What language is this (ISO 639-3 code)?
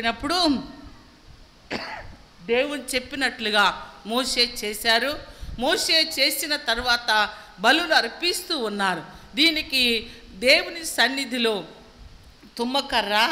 tel